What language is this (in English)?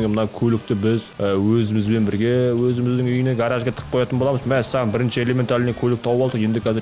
Kazakh